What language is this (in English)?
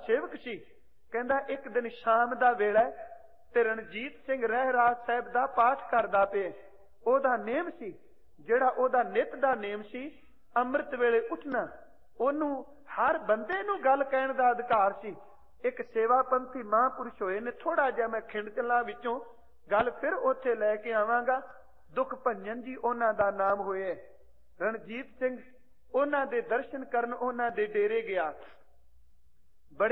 Punjabi